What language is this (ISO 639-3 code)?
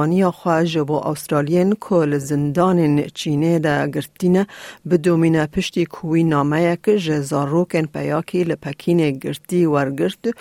kur